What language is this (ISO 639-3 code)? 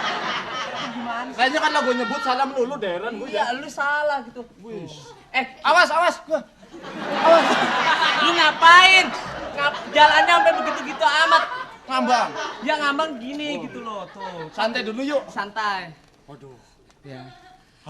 bew